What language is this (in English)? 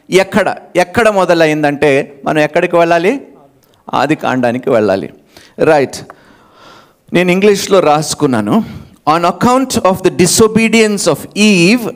Telugu